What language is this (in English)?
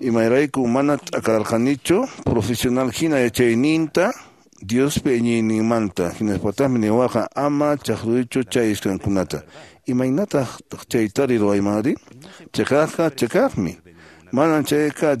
Quechua